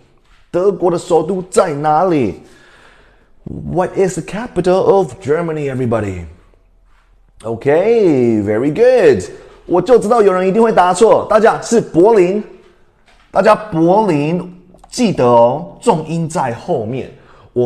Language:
Chinese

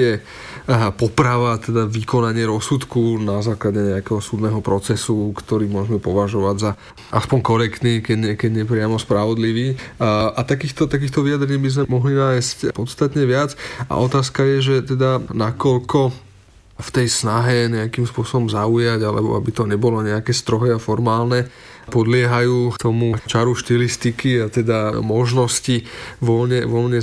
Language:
Slovak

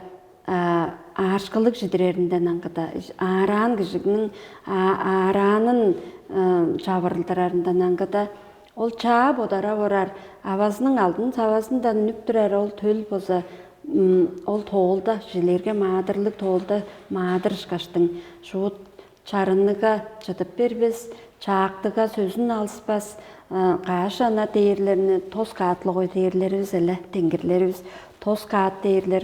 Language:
Tuvinian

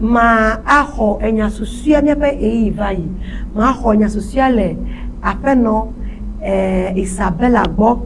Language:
Ewe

